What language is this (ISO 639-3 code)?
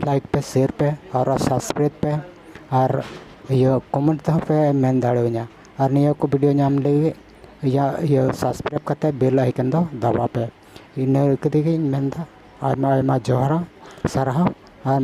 sat